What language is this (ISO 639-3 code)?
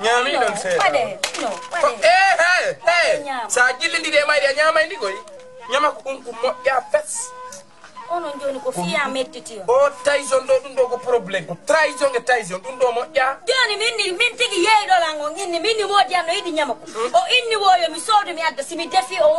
ful